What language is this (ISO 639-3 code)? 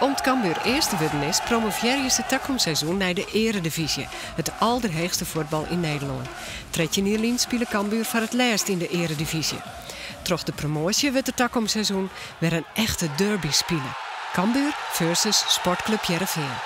fry